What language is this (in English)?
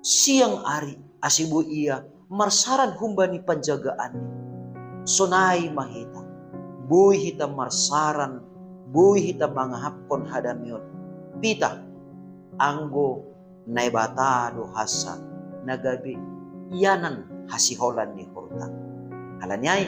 Batak Simalungun